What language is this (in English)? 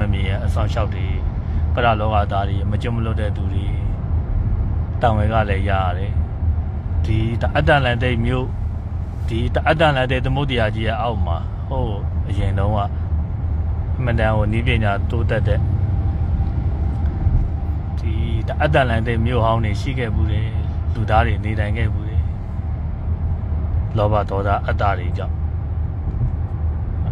Burmese